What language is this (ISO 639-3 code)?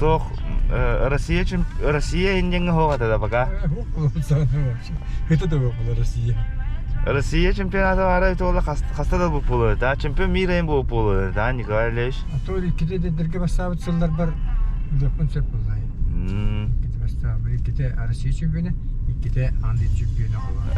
sah